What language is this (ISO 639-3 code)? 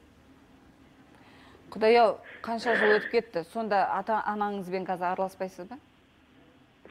kaz